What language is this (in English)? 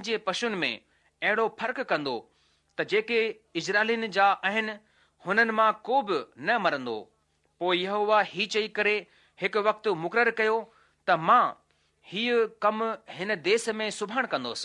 Sindhi